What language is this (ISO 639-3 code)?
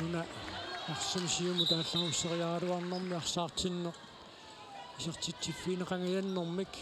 kal